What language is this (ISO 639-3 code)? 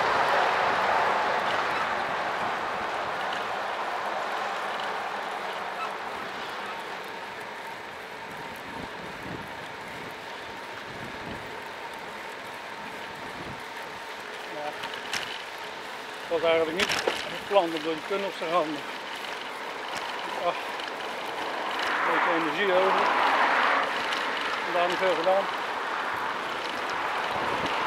nld